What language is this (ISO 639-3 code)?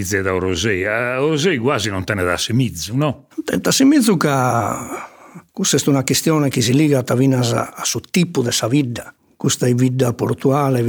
srd